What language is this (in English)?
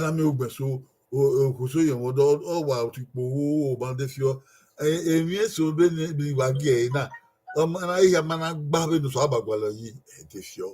Bini